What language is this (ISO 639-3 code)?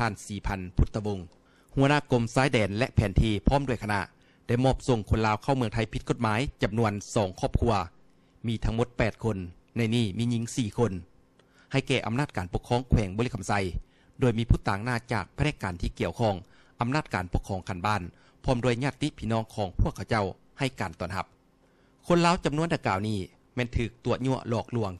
lao